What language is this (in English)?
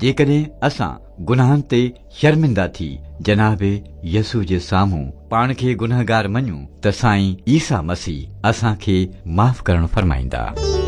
Sindhi